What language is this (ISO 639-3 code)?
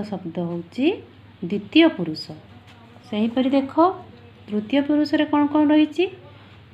ori